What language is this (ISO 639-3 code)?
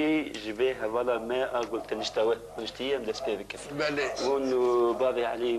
kur